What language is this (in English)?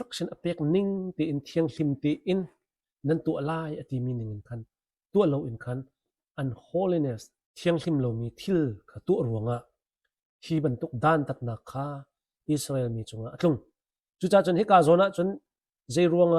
Hakha Chin